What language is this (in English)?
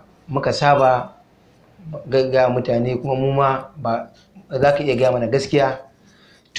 Hausa